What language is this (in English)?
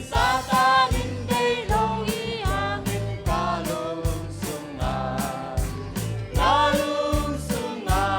Tedim Chin